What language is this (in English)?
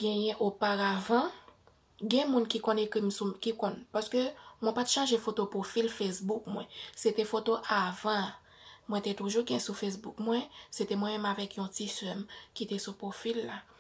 Haitian Creole